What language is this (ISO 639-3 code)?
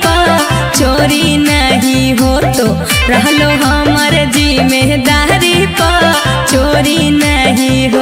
mag